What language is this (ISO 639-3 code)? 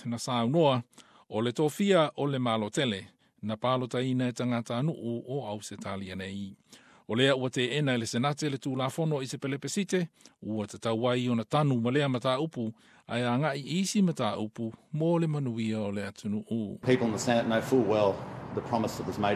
smo